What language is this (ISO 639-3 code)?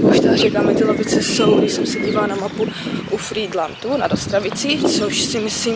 ces